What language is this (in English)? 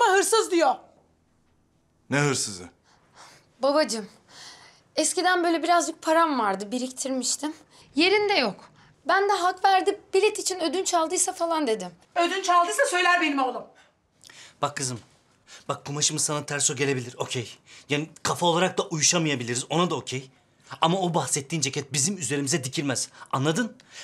Turkish